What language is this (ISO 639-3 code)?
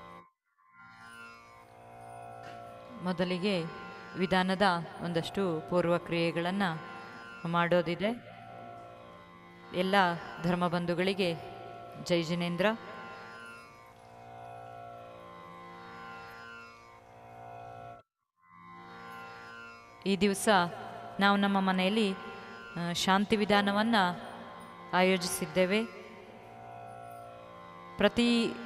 kan